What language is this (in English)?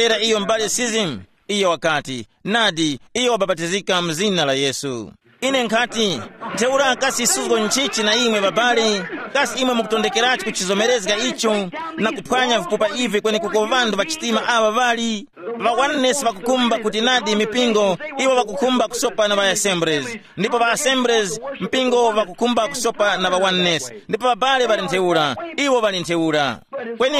Tumbuka